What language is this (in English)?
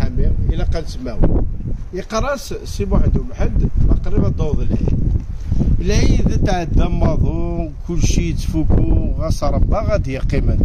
Kabyle